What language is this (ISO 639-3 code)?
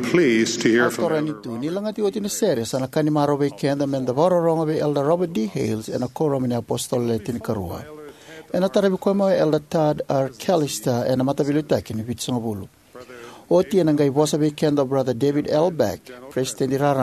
fij